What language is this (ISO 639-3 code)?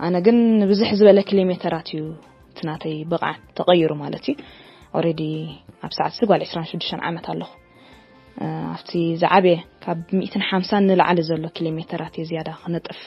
tir